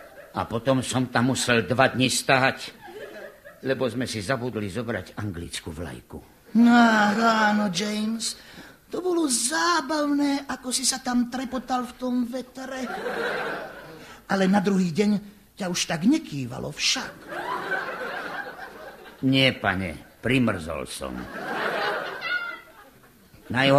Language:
Slovak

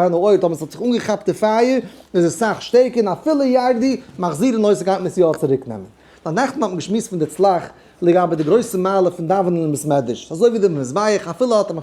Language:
Yiddish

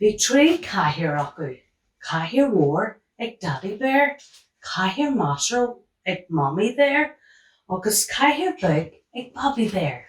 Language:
Irish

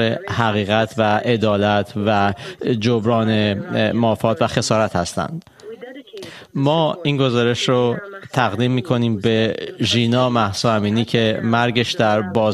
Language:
Persian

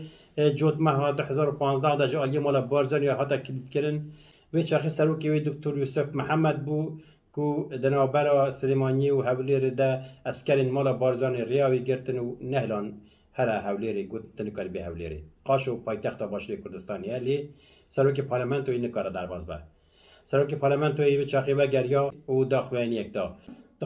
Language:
Kurdish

